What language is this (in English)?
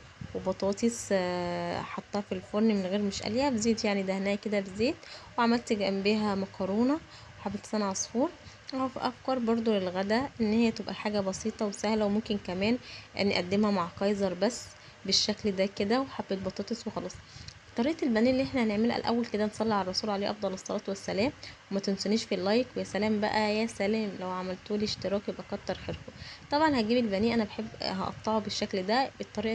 Egyptian Arabic